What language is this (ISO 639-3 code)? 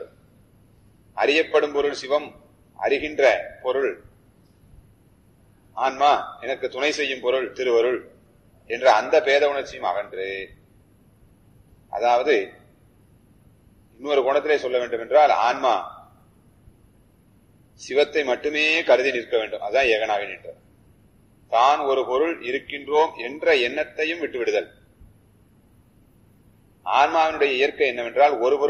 tam